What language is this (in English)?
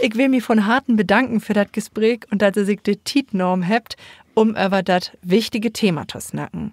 Low German